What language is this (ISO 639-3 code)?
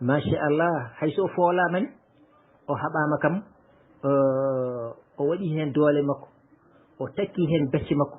ful